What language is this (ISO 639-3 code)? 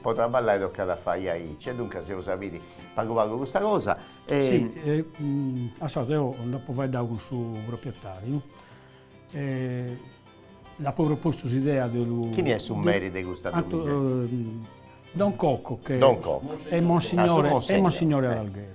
srd